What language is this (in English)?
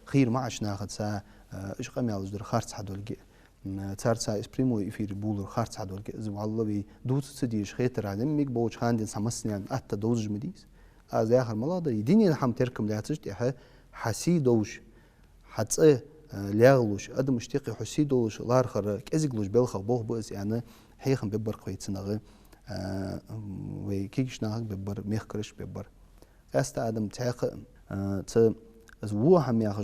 Ingush